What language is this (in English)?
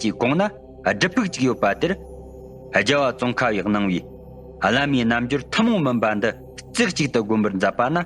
Tibetan